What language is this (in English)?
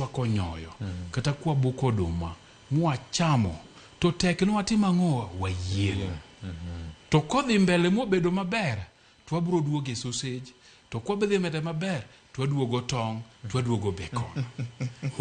Luo (Kenya and Tanzania)